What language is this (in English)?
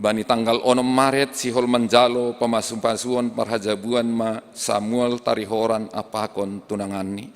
Batak Simalungun